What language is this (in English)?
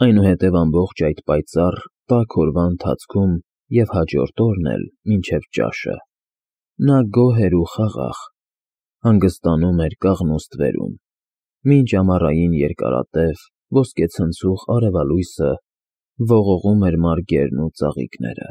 Armenian